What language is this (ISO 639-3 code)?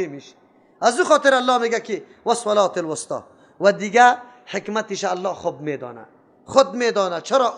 fas